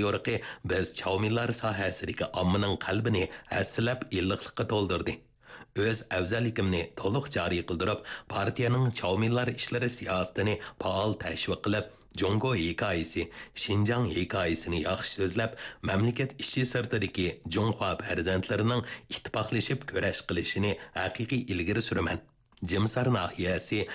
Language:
Uyghur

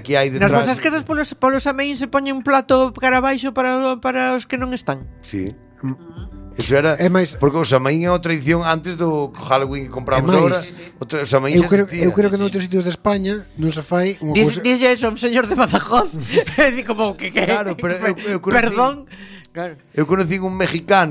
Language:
Galician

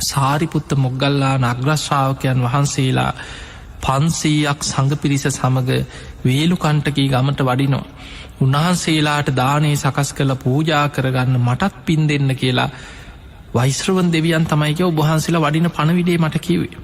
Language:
Sinhala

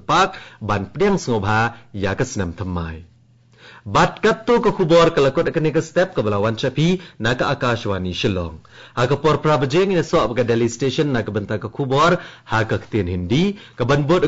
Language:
Khasi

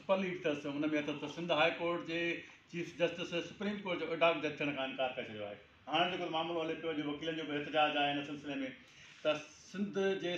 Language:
Sindhi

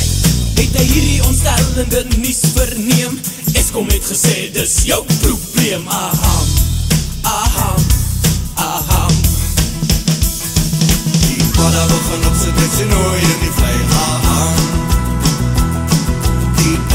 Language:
Afrikaans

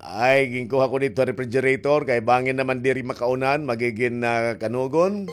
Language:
Waray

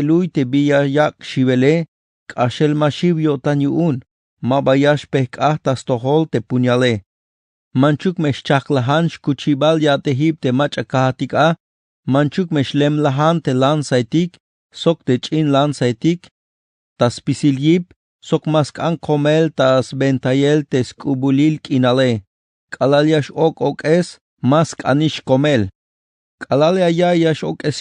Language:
Tzeltal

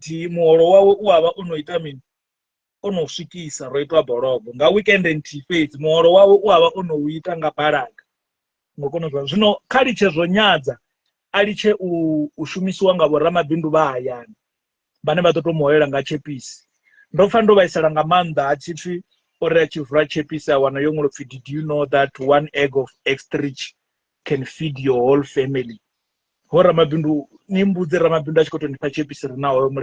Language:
Venda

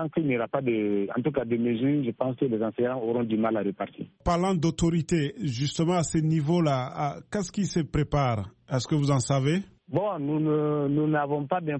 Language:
French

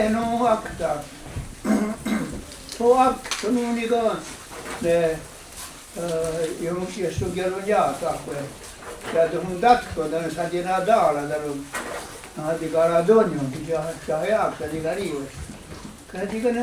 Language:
Mohawk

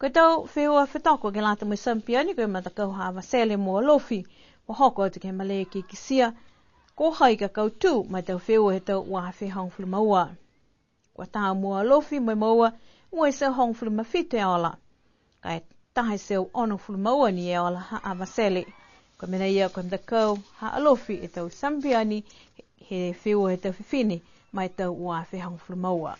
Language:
Niuean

